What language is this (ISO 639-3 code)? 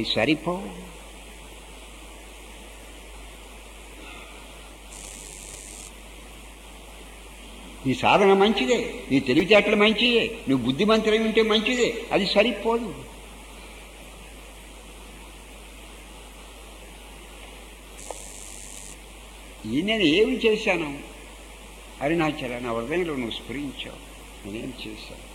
tel